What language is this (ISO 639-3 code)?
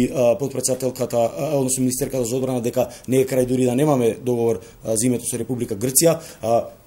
mkd